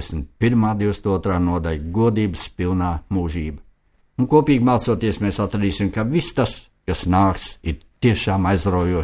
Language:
Latvian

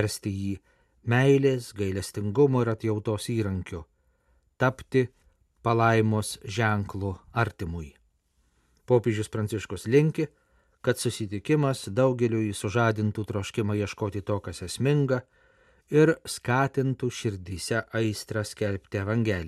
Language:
Lithuanian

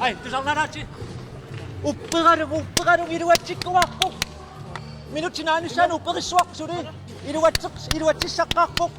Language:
Kalaallisut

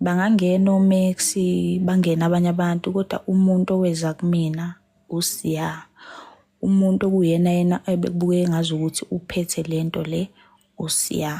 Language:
Zulu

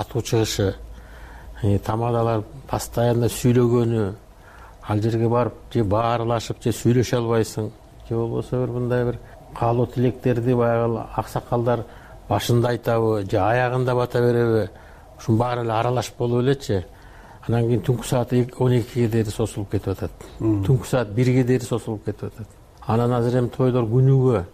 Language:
Kyrgyz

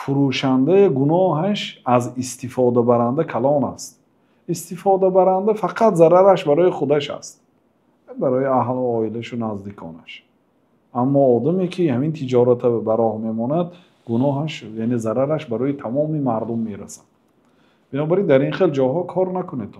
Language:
Tajik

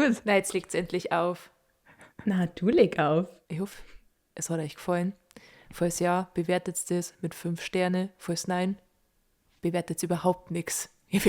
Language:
Bavarian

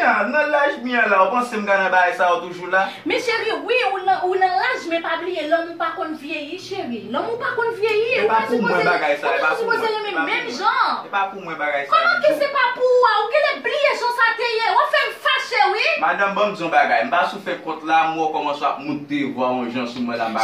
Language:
Haitian Creole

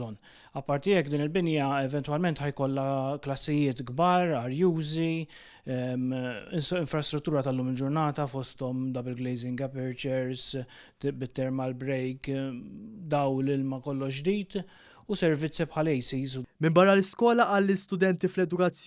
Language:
Maltese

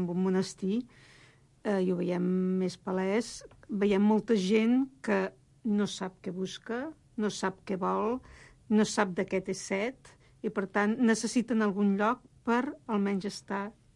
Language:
Catalan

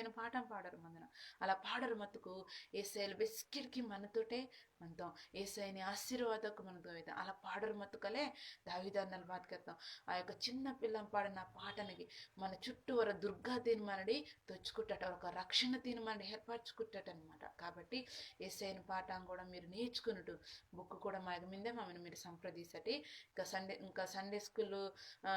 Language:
Koya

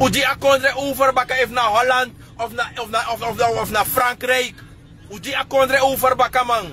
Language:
Sranan Tongo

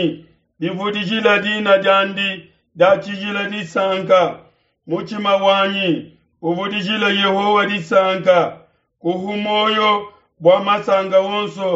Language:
Luba-Lulua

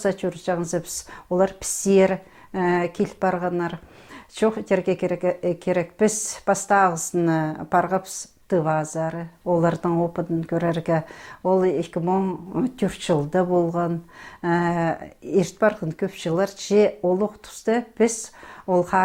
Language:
Khakas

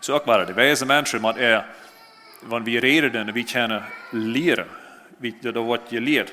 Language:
Plautdietsch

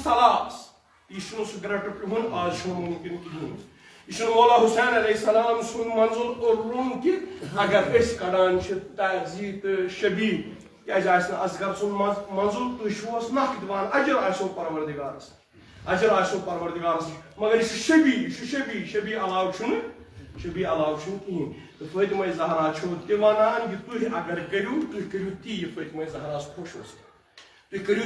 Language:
Kashmiri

